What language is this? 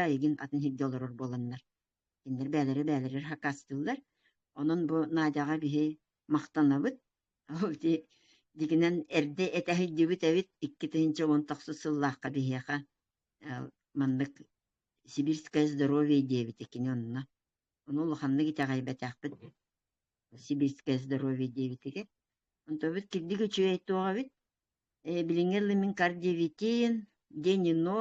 Yakut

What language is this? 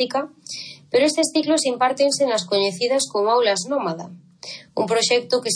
Galician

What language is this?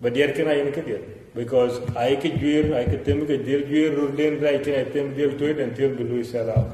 Dinka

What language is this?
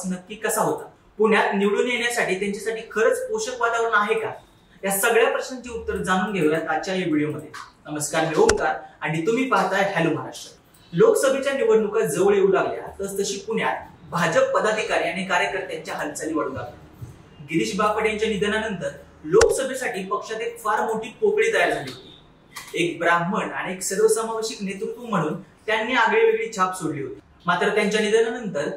Marathi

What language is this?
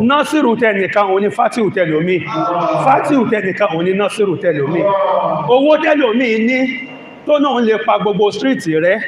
Yoruba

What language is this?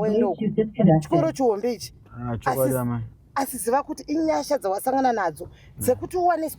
Shona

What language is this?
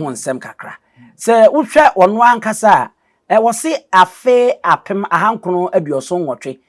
Akan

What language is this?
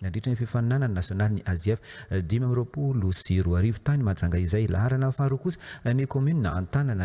Malagasy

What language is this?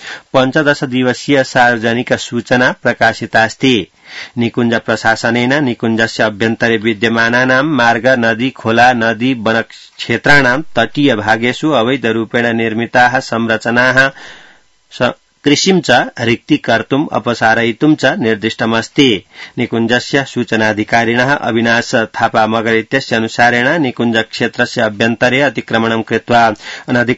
Sanskrit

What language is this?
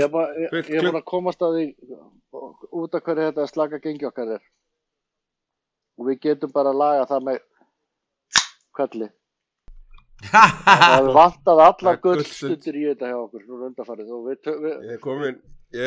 Icelandic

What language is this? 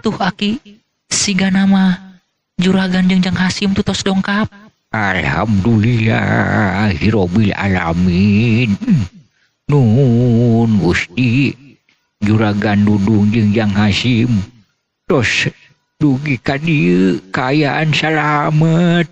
Sundanese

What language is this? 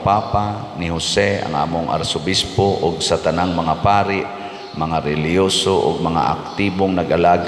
Cebuano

